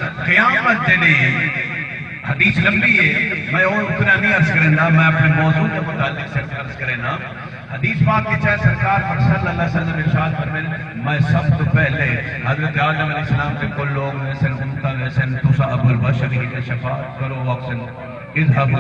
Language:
Saraiki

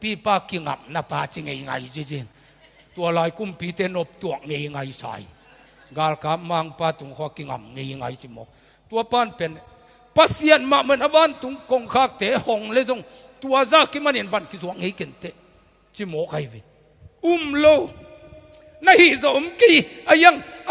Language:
Tedim Chin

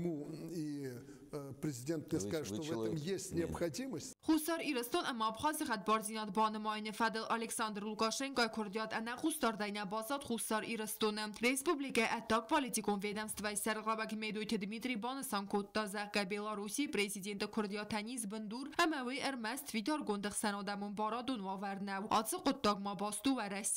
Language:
Ossetic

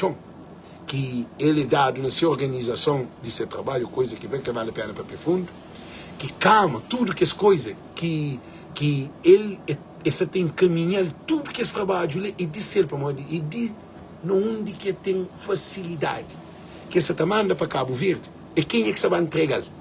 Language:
Kabuverdianu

